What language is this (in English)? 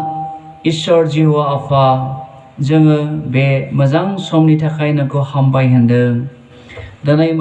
Bodo